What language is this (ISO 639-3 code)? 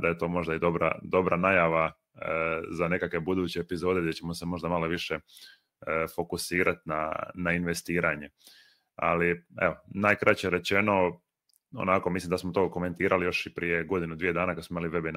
hrv